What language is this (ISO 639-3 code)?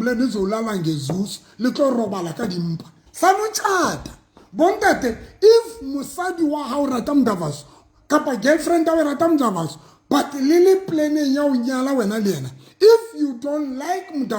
sot